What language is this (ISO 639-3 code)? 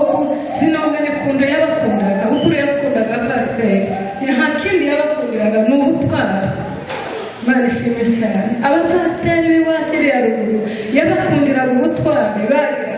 kin